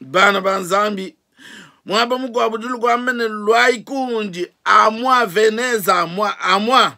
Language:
Luba-Lulua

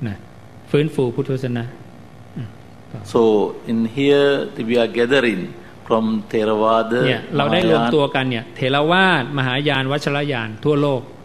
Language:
Thai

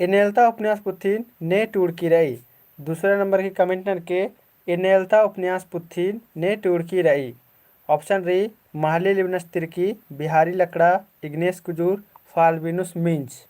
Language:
Kurukh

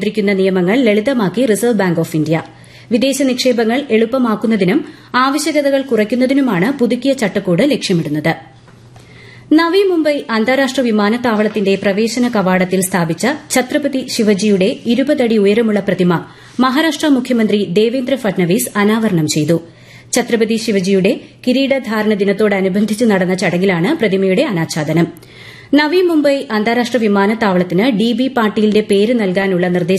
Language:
Malayalam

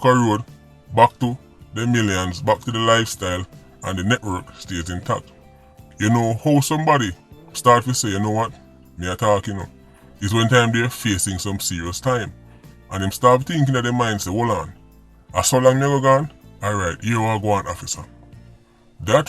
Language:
Jamaican Creole English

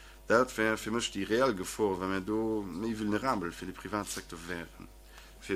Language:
Luxembourgish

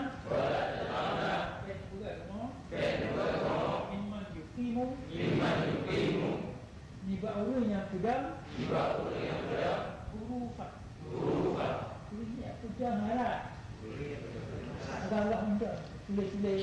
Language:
Achinese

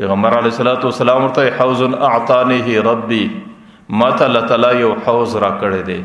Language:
Pashto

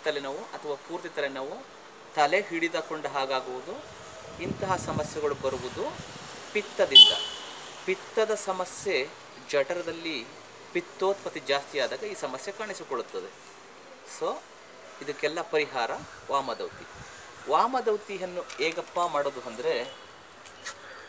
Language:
Kannada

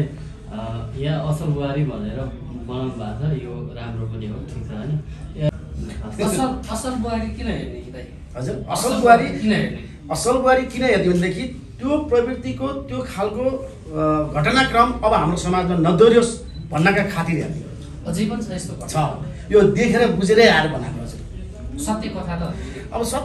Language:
Nepali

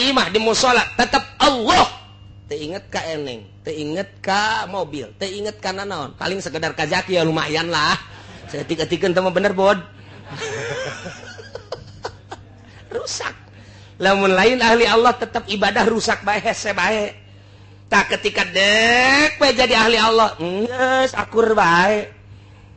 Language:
Sundanese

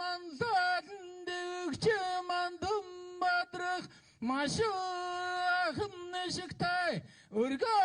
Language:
Mongolian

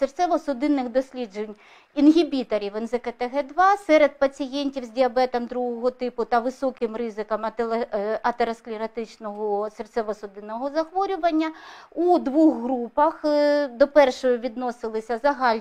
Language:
Ukrainian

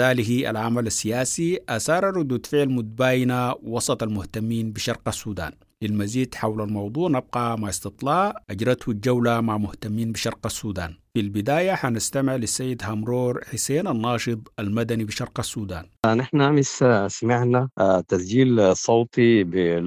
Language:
Sudanese Arabic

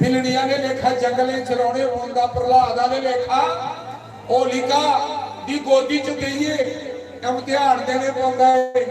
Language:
Dogri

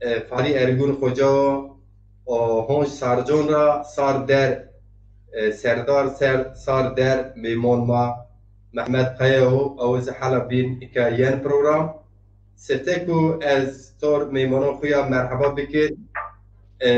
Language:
Zaza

